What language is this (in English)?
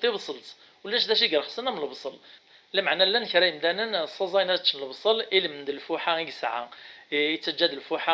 Kabyle